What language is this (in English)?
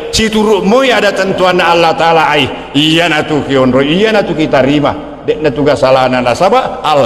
Buginese